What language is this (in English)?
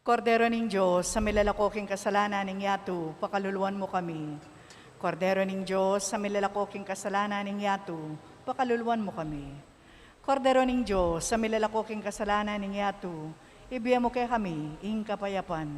Pampanga